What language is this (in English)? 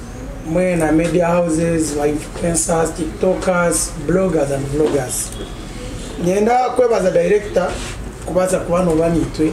Nyankole